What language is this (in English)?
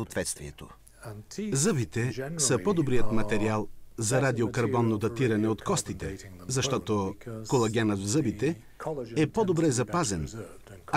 Bulgarian